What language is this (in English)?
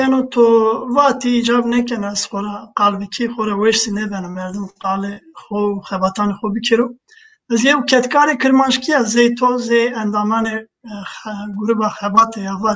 Zaza